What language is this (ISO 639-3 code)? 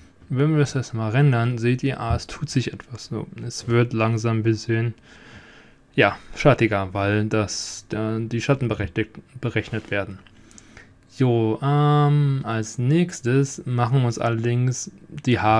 deu